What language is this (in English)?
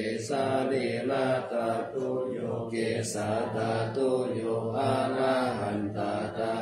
Pali